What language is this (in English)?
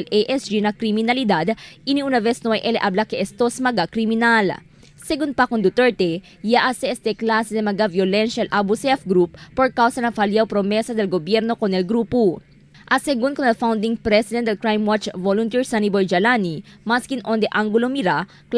Chavacano